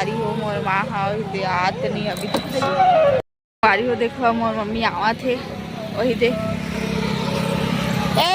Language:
Chhattisgarhi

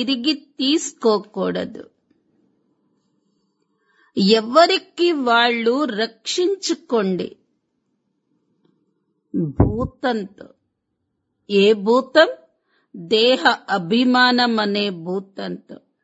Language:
Telugu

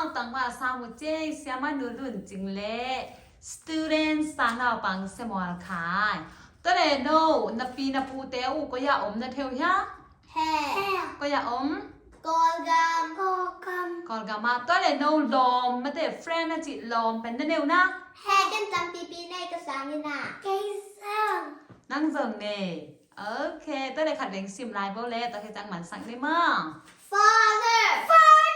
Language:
Tedim Chin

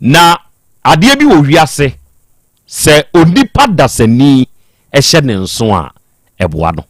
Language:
Akan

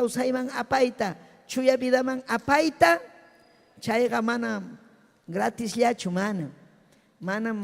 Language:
Ayacucho Quechua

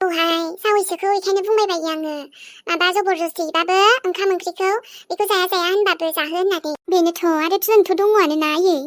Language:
Bodo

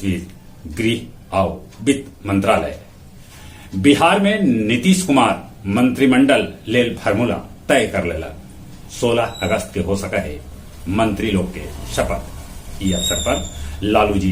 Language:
Magahi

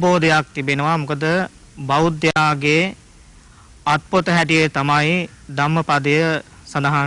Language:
Sinhala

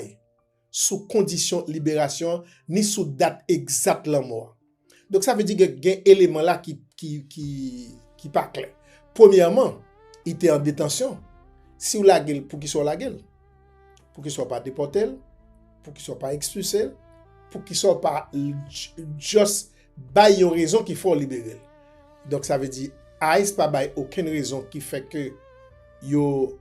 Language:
Haitian Creole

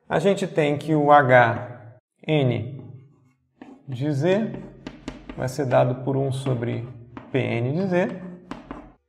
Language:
Portuguese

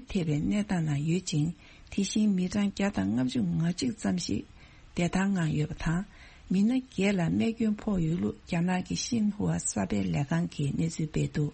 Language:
Tibetan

